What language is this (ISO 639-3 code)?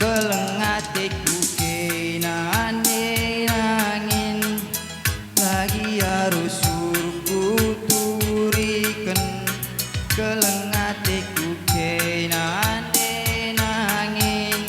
btx